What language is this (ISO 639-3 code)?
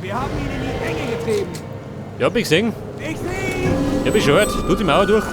bar